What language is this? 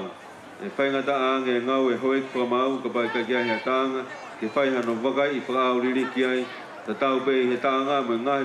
Tongan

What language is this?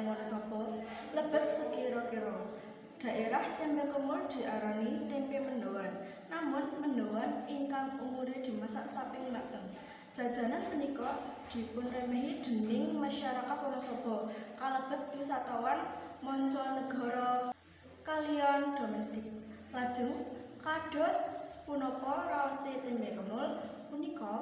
Javanese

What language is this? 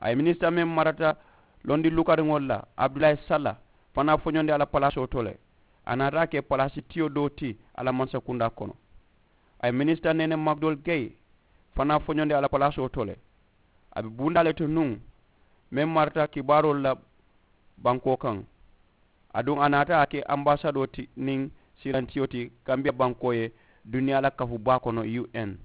Mandingo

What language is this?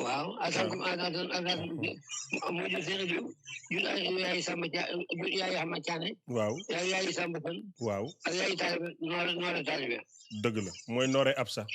Wolof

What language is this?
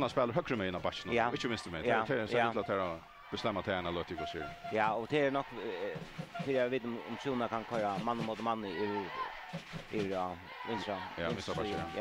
Faroese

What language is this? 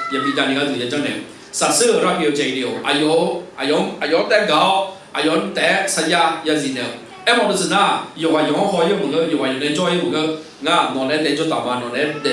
Akha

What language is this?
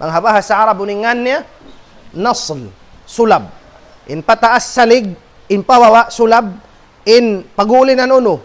Tausug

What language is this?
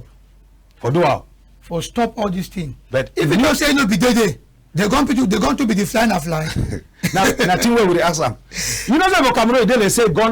Cameroon Pidgin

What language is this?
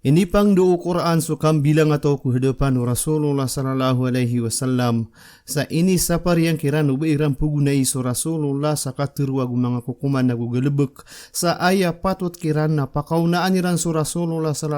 Maranao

